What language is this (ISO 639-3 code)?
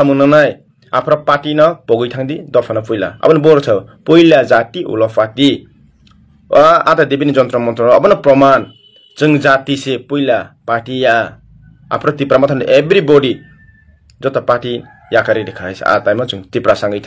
trp